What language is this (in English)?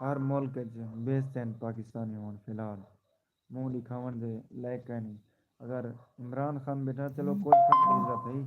Saraiki